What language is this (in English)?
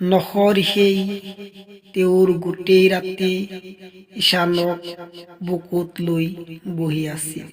Assamese